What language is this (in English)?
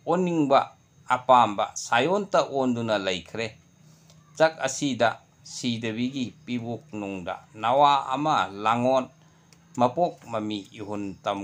Manipuri